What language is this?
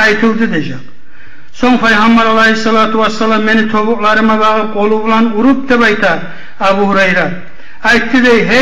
Kumyk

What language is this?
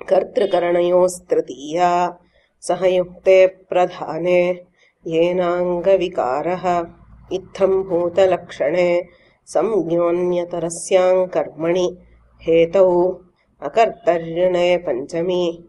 Sanskrit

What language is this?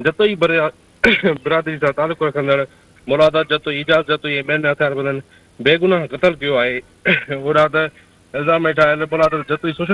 Sindhi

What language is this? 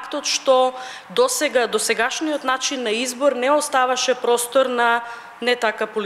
Macedonian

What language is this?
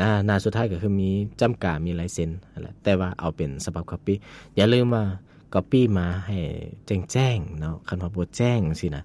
Lao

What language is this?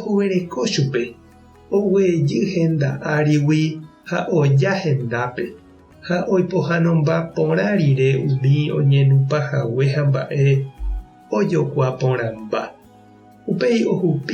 Guarani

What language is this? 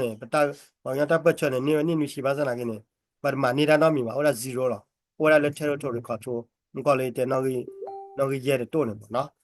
S'gaw Karen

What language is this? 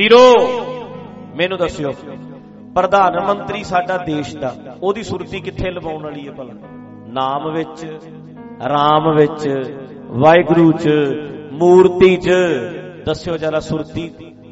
Punjabi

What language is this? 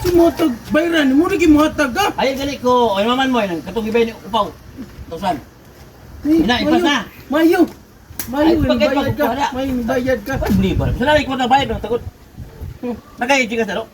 Cebuano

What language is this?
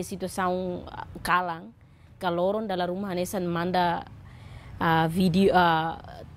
Tetum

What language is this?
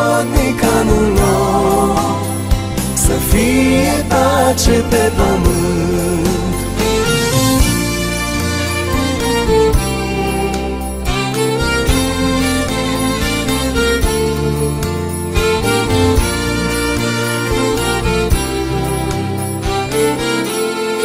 Romanian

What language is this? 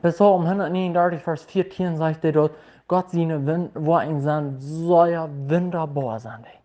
Plautdietsch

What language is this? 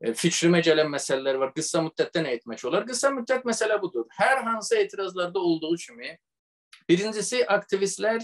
South Azerbaijani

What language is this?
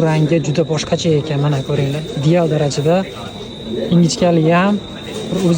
Uzbek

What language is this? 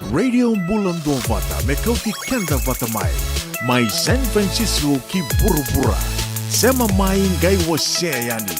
Fijian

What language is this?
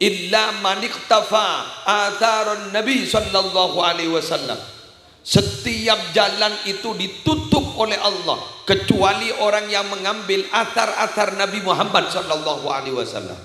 Madurese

